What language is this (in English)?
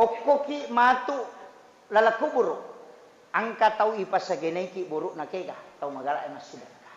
Buginese